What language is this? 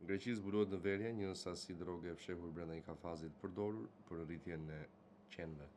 Albanian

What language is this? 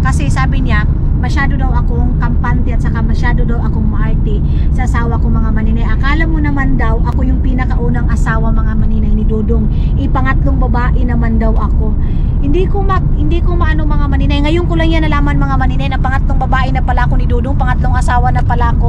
Filipino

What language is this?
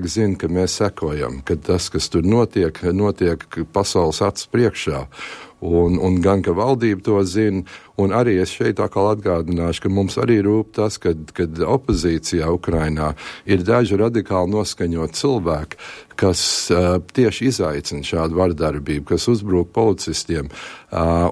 Latvian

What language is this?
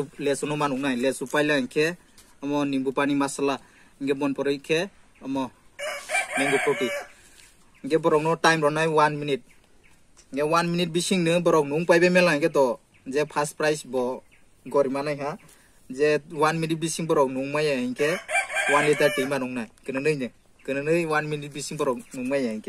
Kok Borok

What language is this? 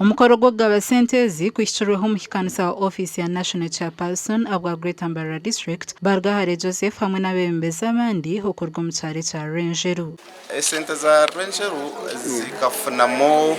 Nyankole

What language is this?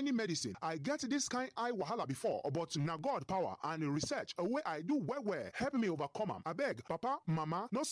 Nigerian Pidgin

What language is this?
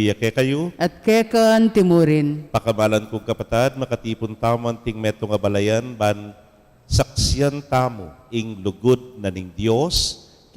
Pampanga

